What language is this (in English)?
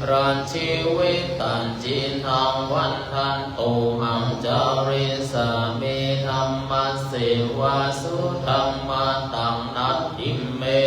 Pali